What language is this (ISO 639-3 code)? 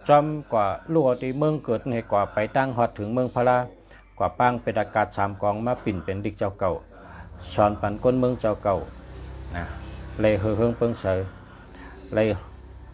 shn